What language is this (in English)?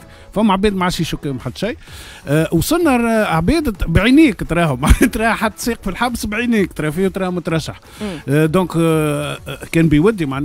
Tunisian Arabic